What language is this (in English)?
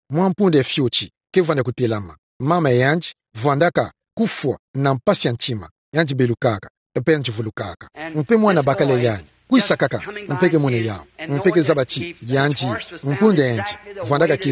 Kituba (Democratic Republic of Congo)